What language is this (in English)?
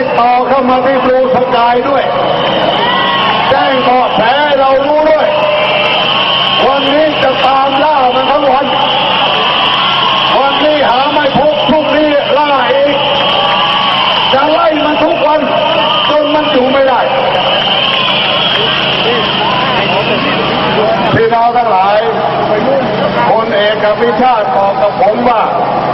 Thai